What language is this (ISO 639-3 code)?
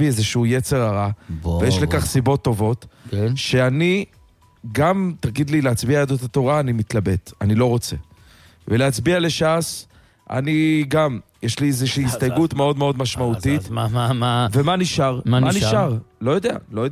heb